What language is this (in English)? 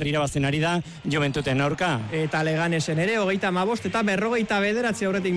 Basque